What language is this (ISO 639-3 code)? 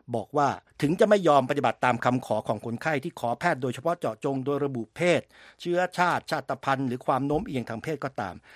tha